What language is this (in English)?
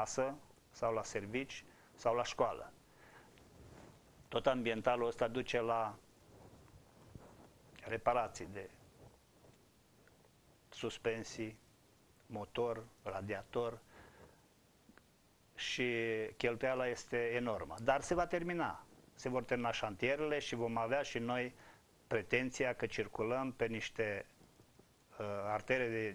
Romanian